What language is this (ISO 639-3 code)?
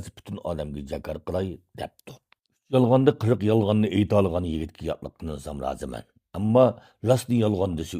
uig